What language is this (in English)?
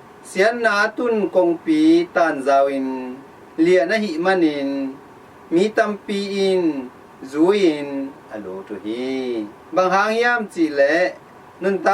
Tedim Chin